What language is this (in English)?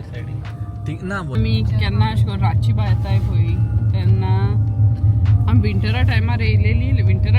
Konkani